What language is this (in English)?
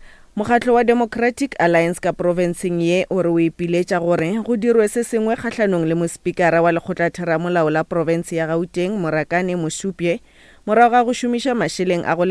Northern Sotho